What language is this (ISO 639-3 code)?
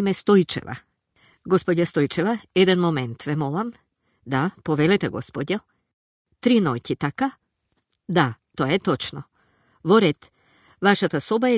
mkd